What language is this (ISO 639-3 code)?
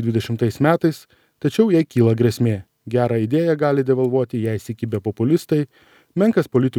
lit